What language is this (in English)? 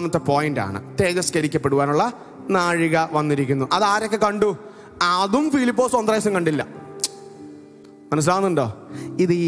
Malayalam